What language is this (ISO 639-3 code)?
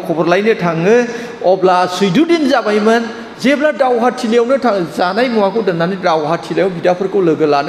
brx